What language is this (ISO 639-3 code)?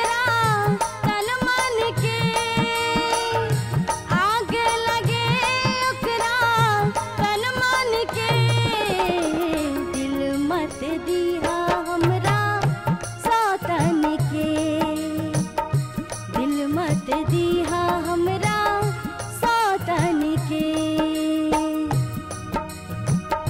bho